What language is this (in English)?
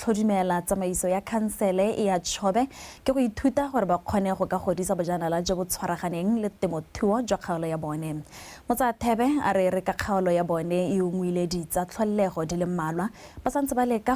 Tswana